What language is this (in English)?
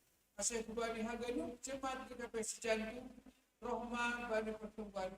Batak Simalungun